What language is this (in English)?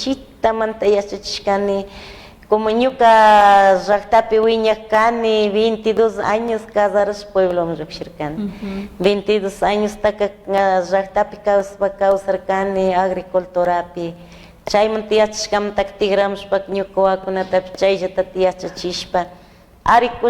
Chimborazo Highland Quichua